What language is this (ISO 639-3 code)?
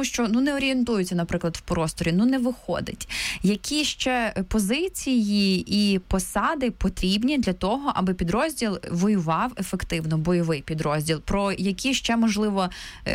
ukr